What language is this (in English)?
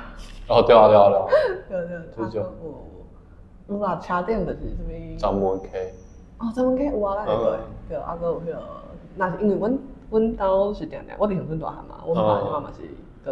Min Nan Chinese